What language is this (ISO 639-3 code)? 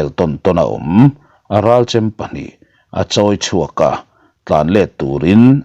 lus